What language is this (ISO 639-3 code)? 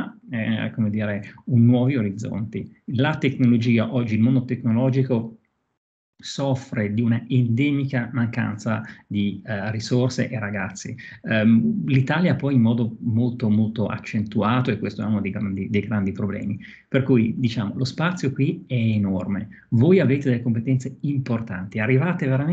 ita